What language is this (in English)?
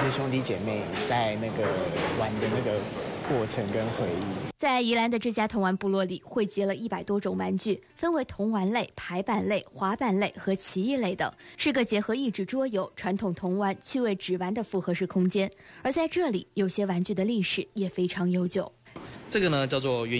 Chinese